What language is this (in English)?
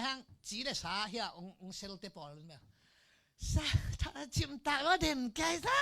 Tedim Chin